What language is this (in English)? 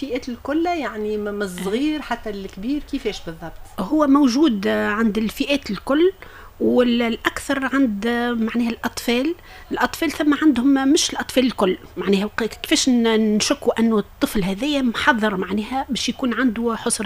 Tunisian Arabic